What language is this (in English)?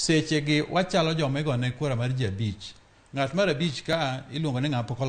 Luo (Kenya and Tanzania)